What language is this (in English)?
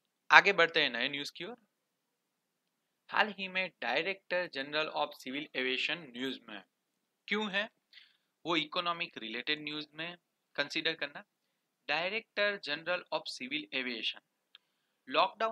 Hindi